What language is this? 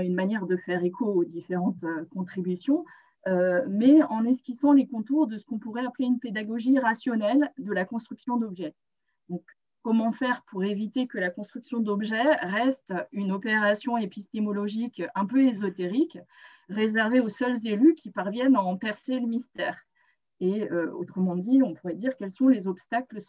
French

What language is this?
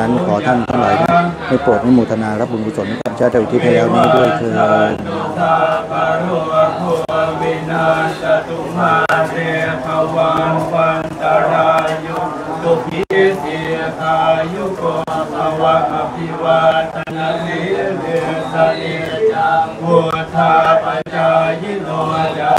Thai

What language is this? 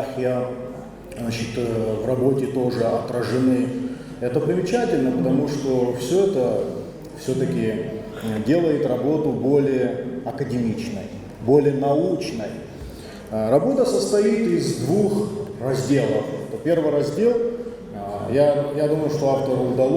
Abkhazian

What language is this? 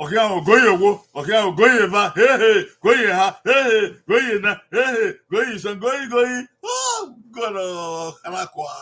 Bini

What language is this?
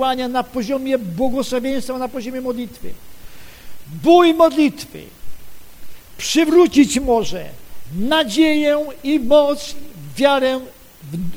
Polish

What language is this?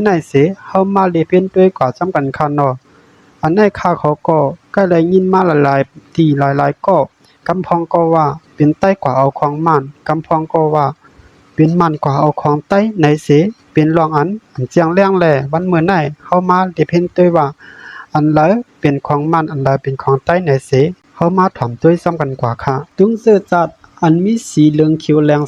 Shan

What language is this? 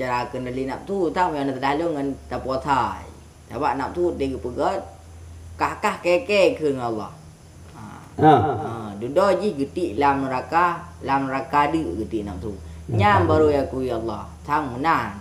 Achinese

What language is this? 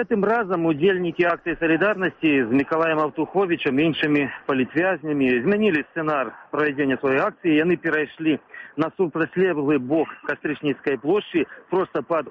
Belarusian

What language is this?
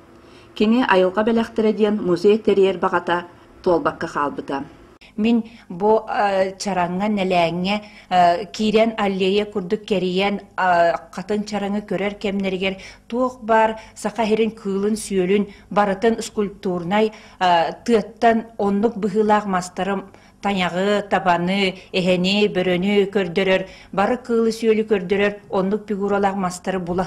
Yakut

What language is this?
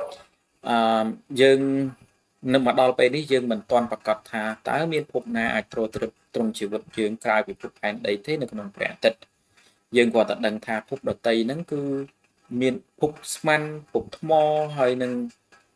Khmer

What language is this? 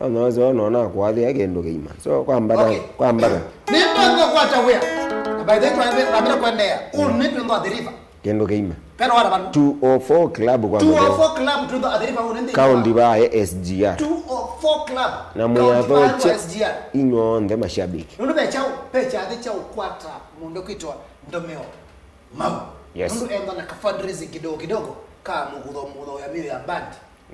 Kamba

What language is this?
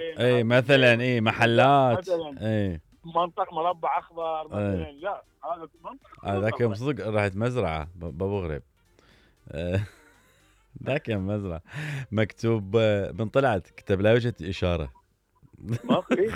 Mesopotamian Arabic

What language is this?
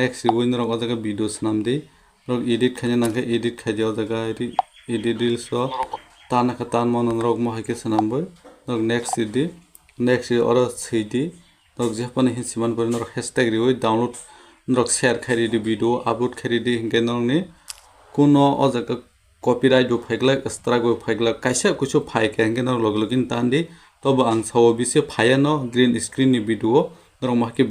Kok Borok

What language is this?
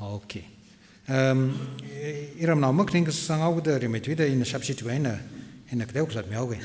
Tangkhul Naga (India)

